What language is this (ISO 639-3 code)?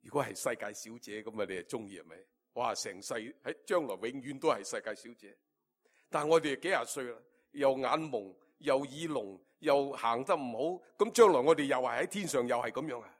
yue